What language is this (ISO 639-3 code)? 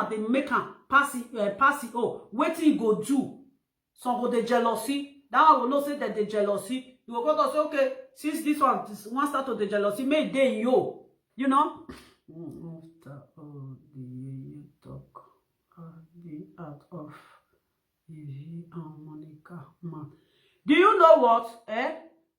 pcm